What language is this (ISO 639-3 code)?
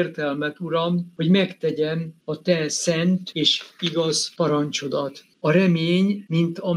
hun